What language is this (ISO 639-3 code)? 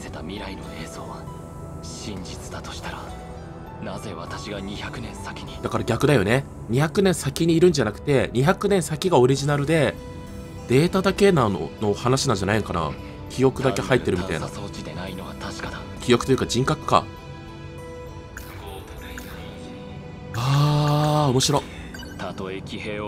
jpn